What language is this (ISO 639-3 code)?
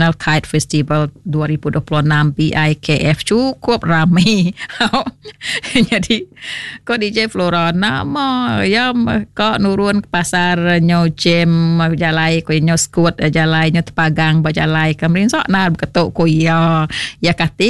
iba